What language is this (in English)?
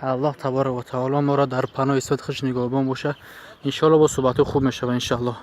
Tajik